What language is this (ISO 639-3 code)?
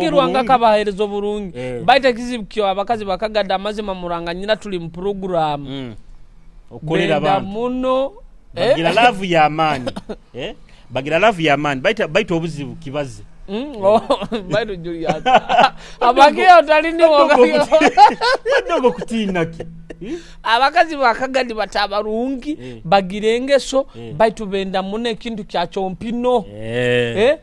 nyo